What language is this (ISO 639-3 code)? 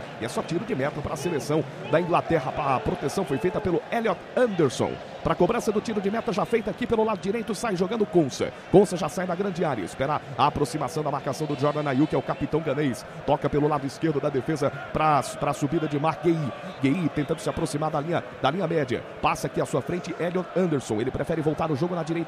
por